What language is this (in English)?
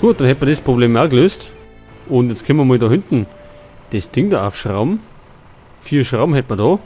Bavarian